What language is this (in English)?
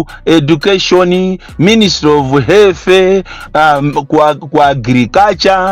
Nyanja